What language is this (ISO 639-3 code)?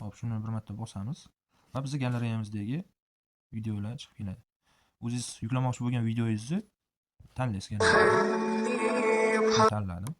uzb